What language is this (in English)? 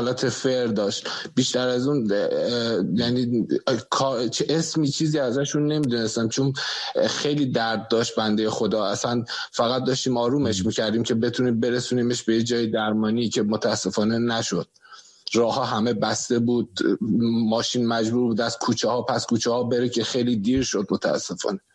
Persian